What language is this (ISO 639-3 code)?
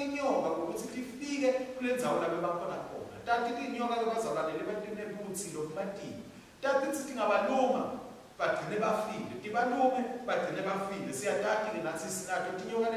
ssw